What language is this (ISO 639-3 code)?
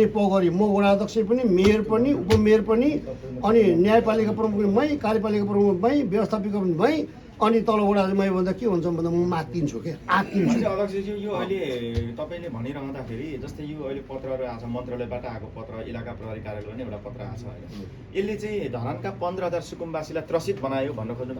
nep